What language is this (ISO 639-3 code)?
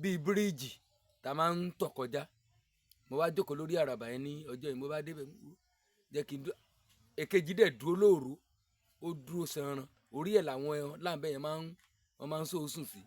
yor